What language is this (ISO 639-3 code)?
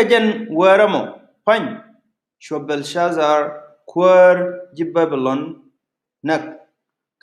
nus